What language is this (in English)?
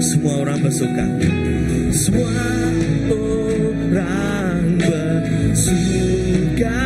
Iban